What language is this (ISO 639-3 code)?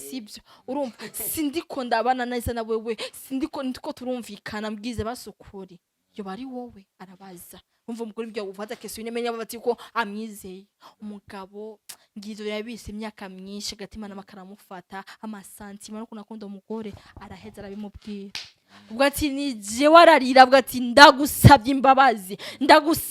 run